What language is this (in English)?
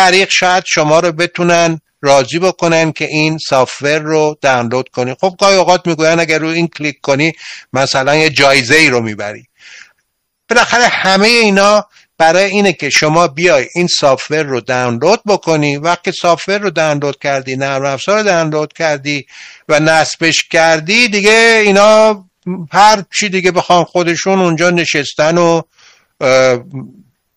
Persian